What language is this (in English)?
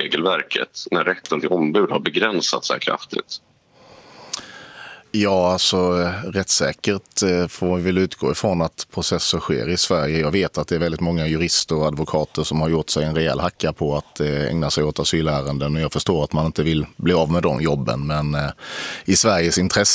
Swedish